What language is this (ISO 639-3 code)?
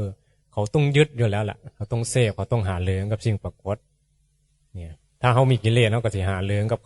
tts